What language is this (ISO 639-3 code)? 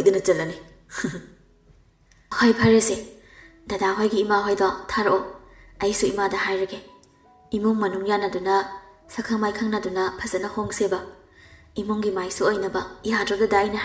mni